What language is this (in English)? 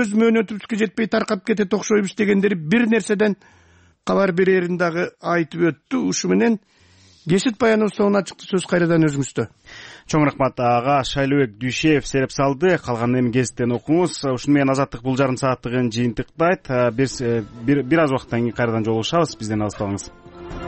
Kyrgyz